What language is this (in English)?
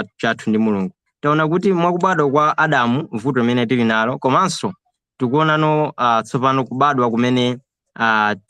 Nyanja